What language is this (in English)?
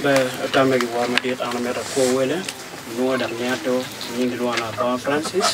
Acoli